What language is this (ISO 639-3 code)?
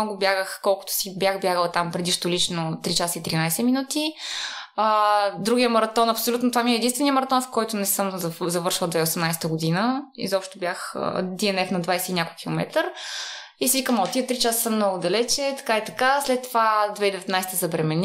bul